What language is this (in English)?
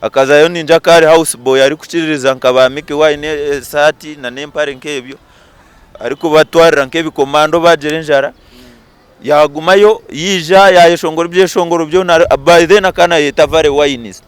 Nyankole